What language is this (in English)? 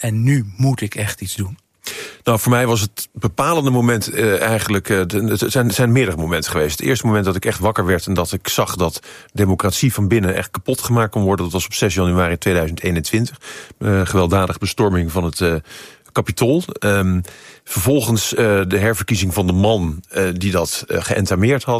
Dutch